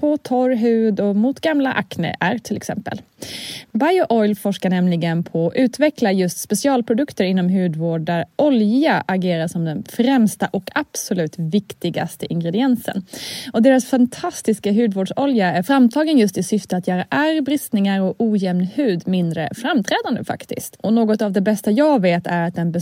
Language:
Swedish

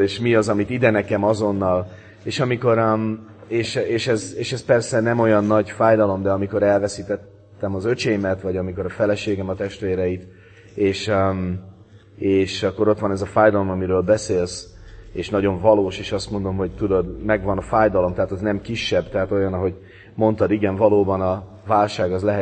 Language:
Hungarian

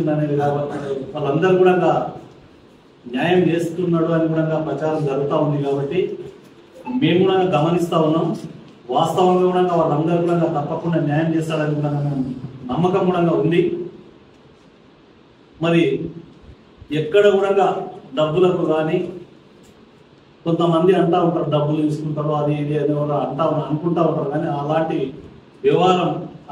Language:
Telugu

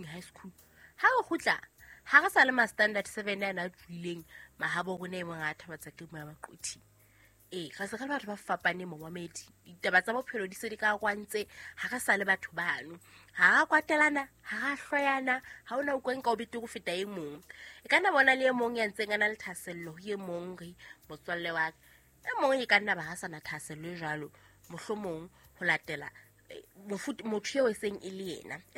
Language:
Southern Sotho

